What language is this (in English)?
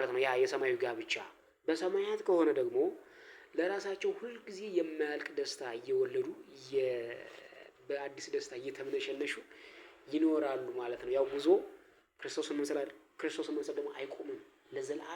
Amharic